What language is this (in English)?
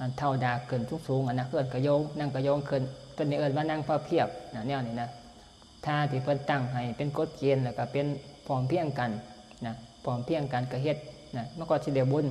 Northeastern Thai